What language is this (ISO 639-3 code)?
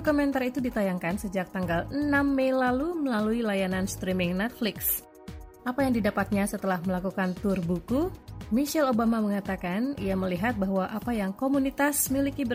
ind